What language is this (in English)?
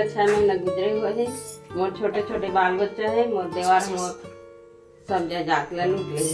Chhattisgarhi